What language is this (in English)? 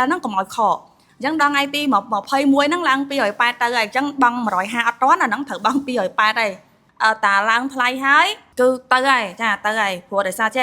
Khmer